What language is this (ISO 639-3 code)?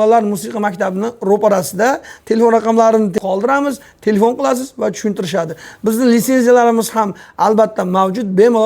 uzb